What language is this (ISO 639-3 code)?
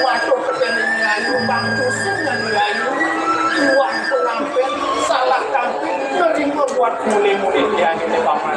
ban